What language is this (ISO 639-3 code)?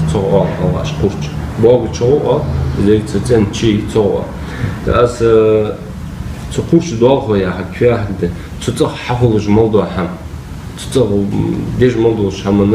inh